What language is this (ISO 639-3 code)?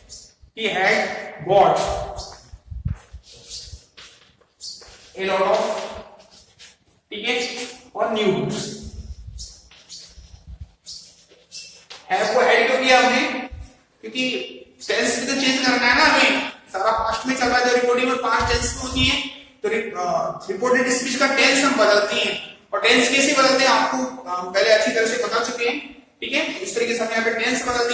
hin